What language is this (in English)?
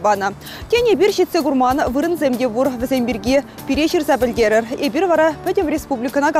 Chuvash